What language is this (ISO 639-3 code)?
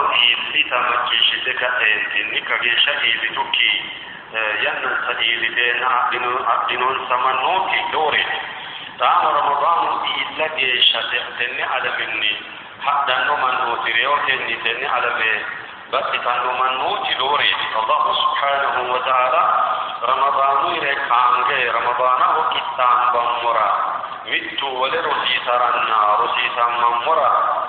sid